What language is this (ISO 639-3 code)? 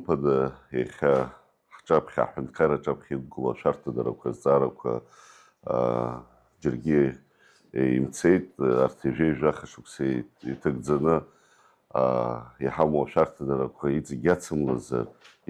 abk